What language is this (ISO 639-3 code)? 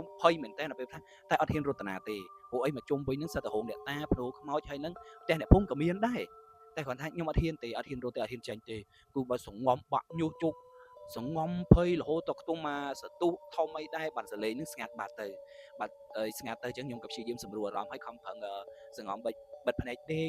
khm